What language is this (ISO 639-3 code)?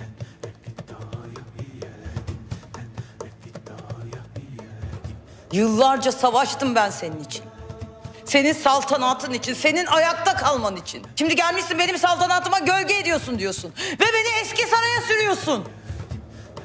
tur